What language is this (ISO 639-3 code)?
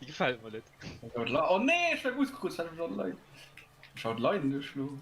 ltz